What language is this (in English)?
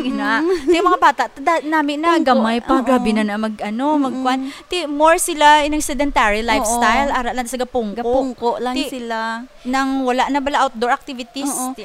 Hiligaynon